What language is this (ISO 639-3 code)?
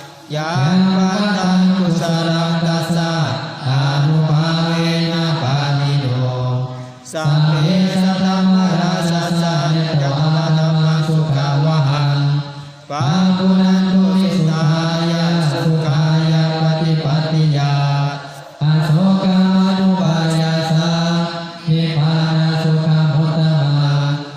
pli